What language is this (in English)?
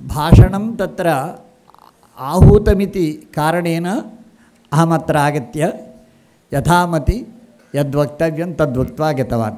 Sanskrit